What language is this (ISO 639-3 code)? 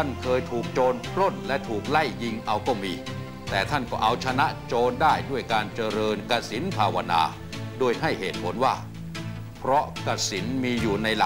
tha